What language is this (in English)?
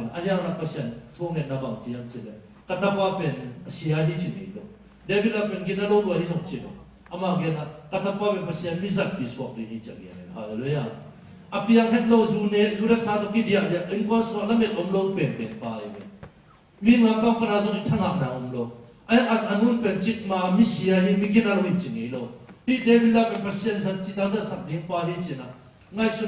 Tedim Chin